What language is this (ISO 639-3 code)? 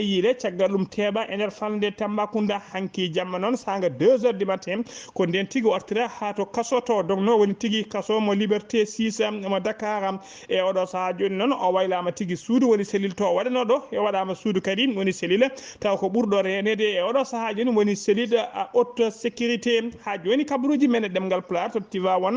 ful